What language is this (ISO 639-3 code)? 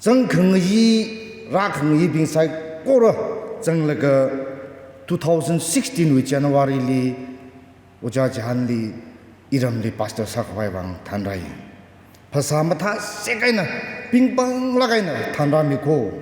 nmf